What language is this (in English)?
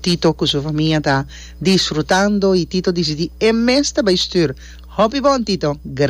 Papiamento